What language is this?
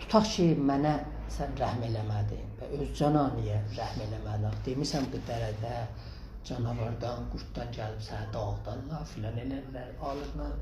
South Azerbaijani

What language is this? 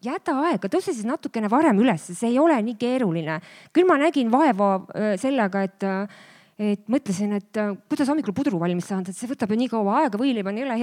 Estonian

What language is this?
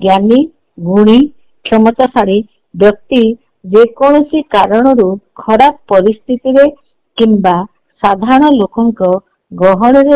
Odia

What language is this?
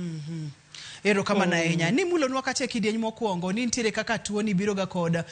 Luo (Kenya and Tanzania)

